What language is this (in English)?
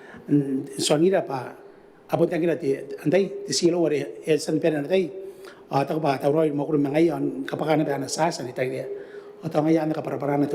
Gilbertese